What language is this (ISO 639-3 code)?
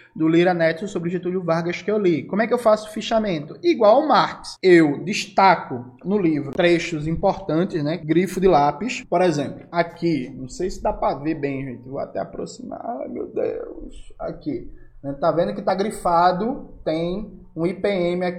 por